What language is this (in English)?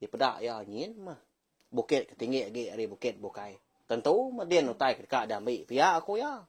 Iban